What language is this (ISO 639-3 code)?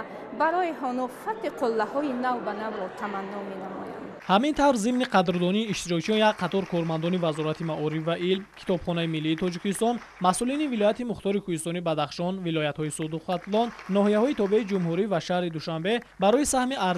tgk